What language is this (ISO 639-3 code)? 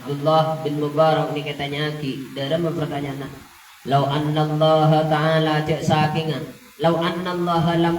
mad